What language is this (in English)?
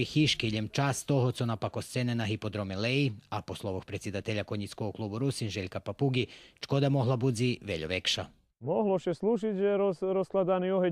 Rusyn